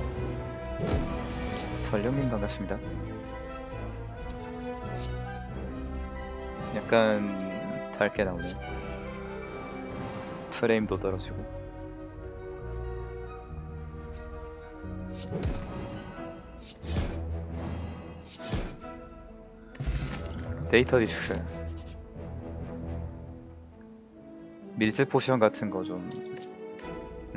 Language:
Korean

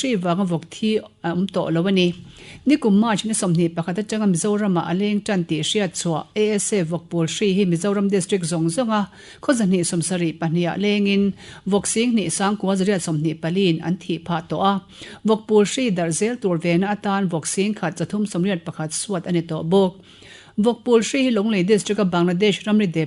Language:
Mizo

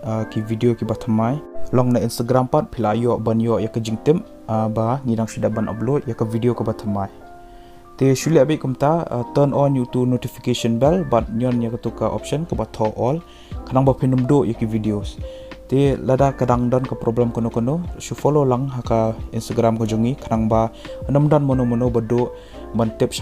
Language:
Khasi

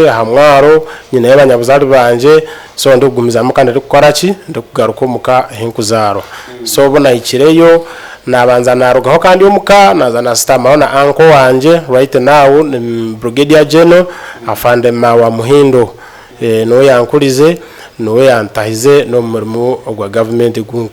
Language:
Nyankole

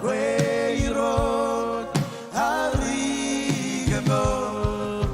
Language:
Marshallese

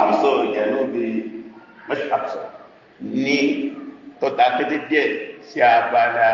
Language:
Yoruba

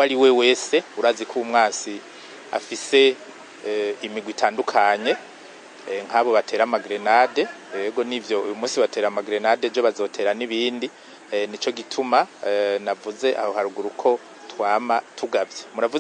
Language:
Rundi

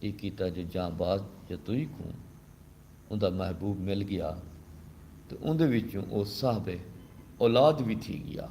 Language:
Saraiki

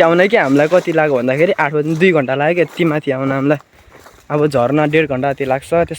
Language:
Nepali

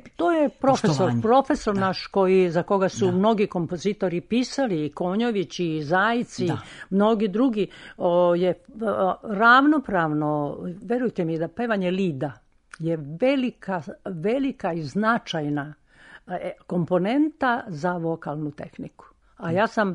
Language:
Serbian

